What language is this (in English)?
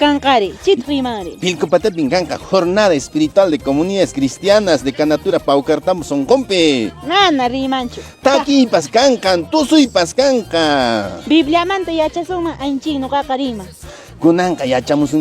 Quechua